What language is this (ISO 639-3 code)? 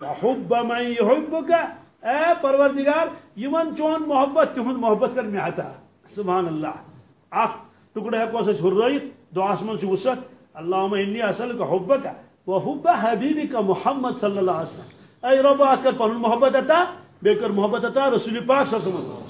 kas